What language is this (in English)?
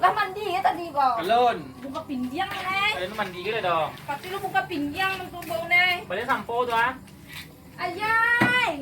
Minangkabau